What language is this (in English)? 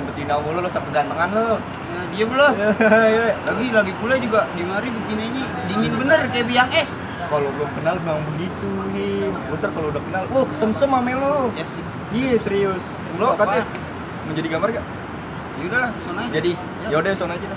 Betawi